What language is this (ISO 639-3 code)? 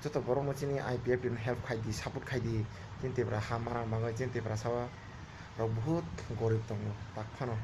trp